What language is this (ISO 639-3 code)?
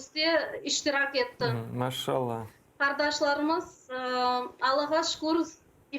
crh